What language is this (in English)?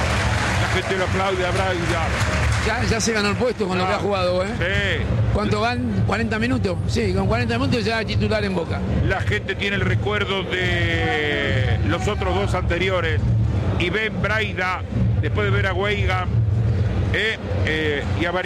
Spanish